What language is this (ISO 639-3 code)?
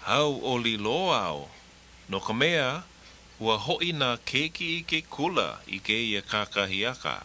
haw